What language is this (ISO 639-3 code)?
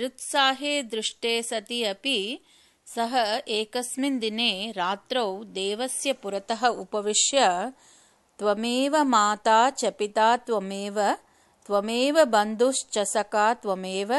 san